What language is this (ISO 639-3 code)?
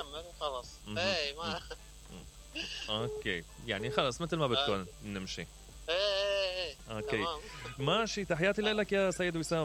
acm